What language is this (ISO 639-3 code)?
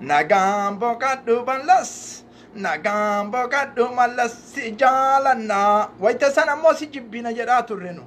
orm